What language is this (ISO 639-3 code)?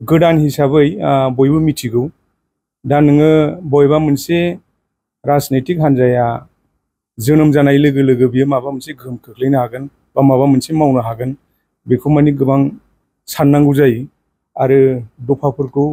brx